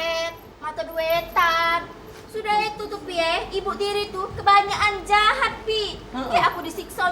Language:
Musi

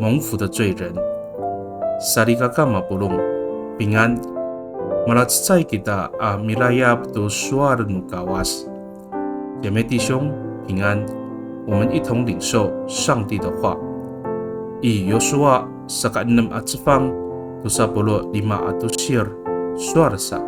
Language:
Amis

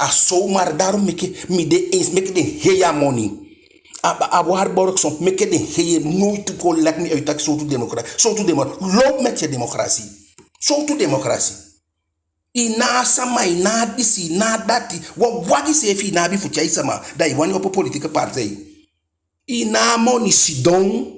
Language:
Eastern Maroon Creole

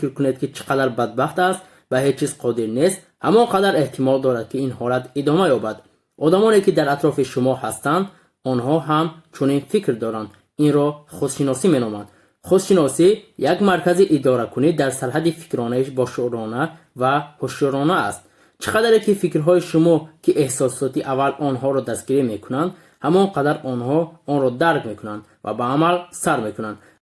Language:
Tajik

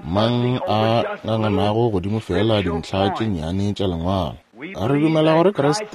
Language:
Northern Sotho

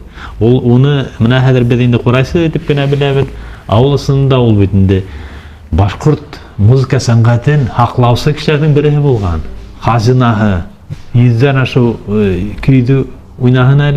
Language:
Bashkir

